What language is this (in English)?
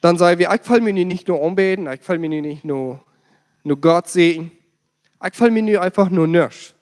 Plautdietsch